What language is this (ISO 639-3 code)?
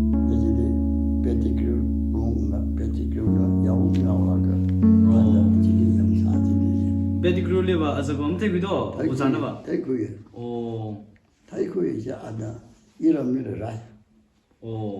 nmf